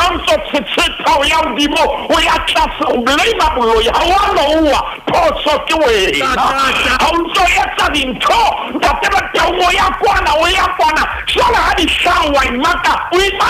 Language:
Southern Sotho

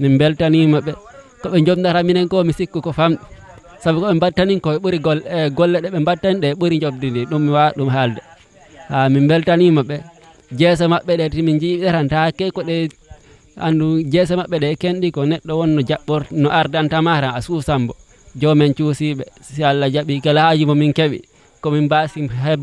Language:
Fula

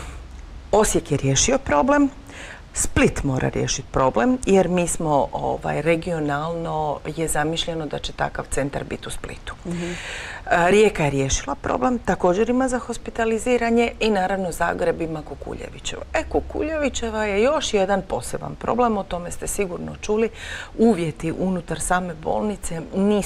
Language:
Croatian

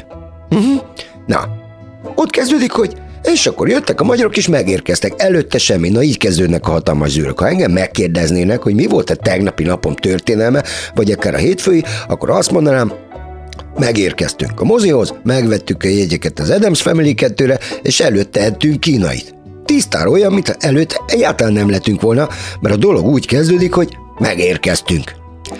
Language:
Hungarian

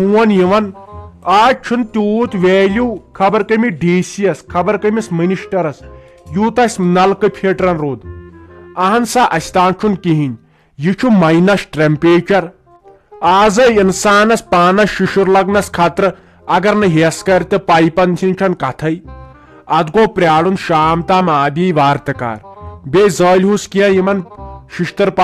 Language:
Kashmiri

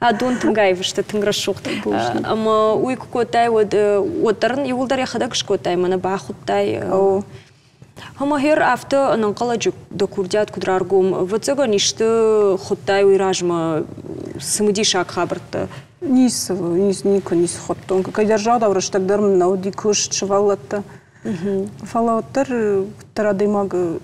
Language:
Ossetic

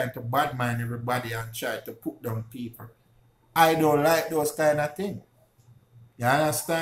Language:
Jamaican Creole English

